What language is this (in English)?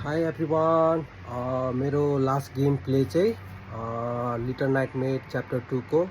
Nepali